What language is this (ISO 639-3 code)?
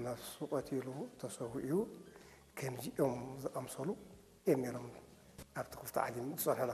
tir